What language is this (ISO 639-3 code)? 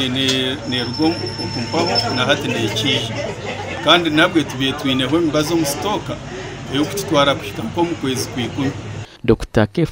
nyn